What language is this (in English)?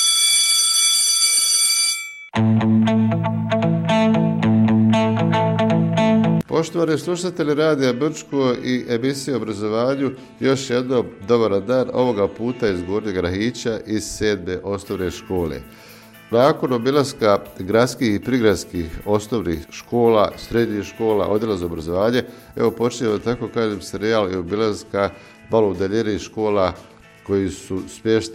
Bosnian